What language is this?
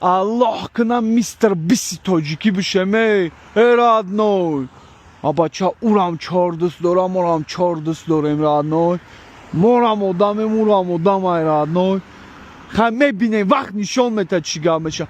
Tajik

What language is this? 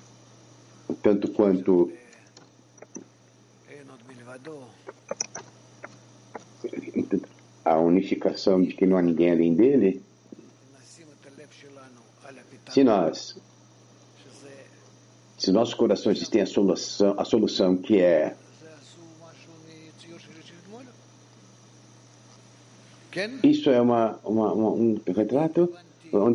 Portuguese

